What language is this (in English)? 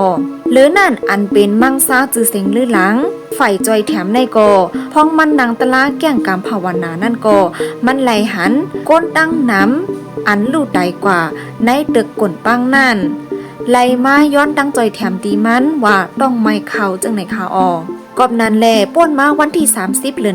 Shan